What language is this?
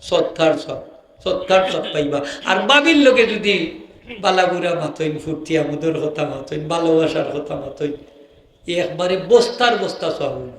Sylheti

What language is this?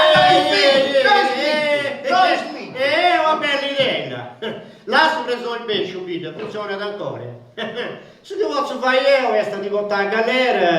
Sardinian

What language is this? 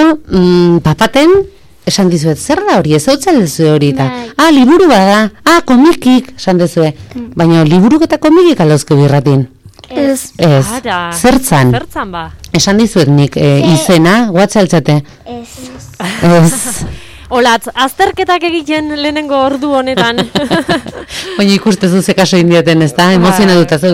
Basque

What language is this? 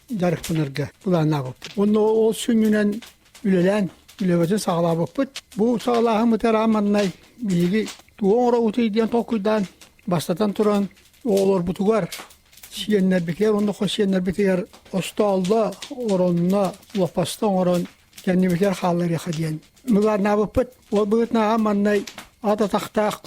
Yakut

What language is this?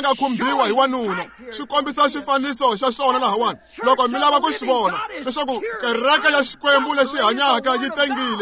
Tsonga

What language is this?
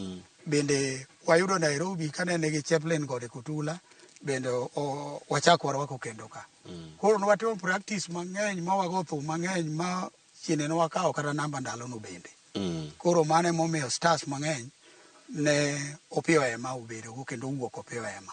Luo (Kenya and Tanzania)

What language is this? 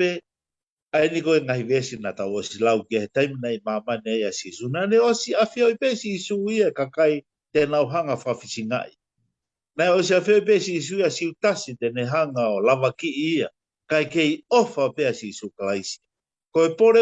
Tongan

